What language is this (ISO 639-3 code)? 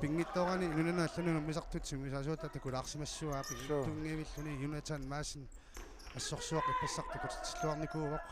kal